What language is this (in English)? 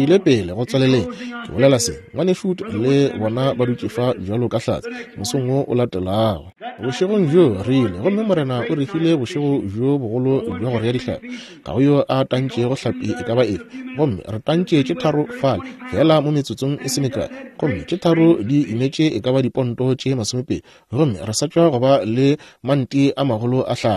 Northern Sotho